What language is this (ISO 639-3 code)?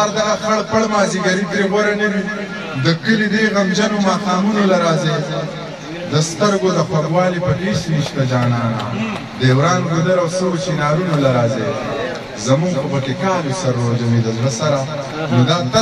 pus